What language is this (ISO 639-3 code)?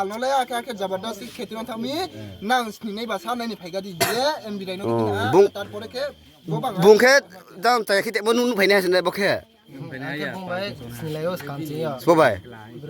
ria